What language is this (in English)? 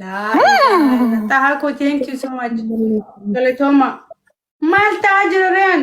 Oromo